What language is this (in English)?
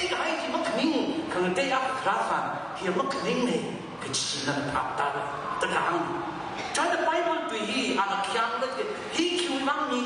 Tangkhul Naga (India)